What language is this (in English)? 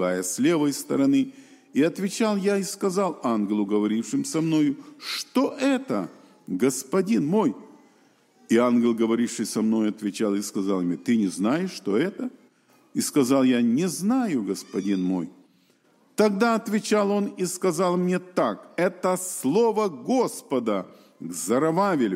Russian